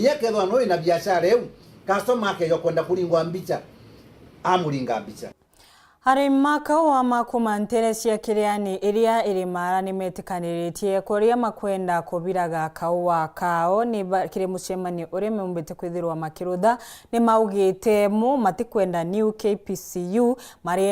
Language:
Meru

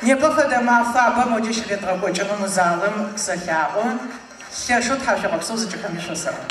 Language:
Adyghe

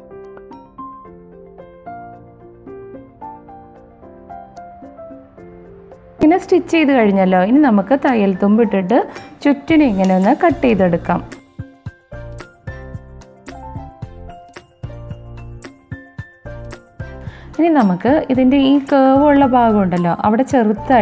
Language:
Malayalam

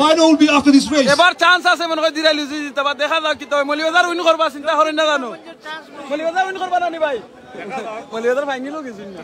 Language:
Sylheti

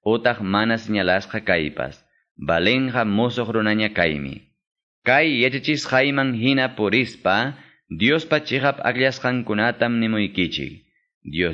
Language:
Quechua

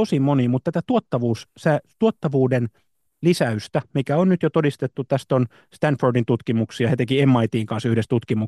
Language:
Finnish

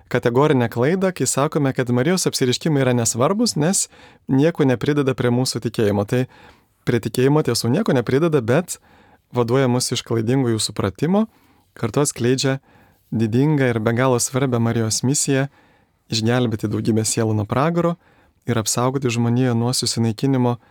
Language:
Lithuanian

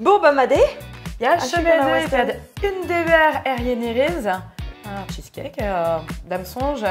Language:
Breton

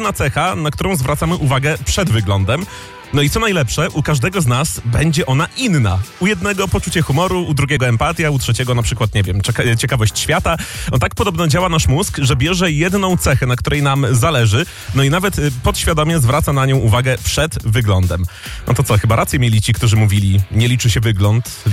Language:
Polish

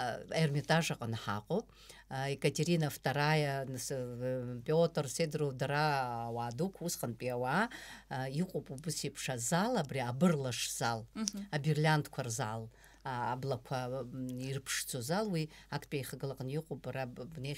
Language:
Abkhazian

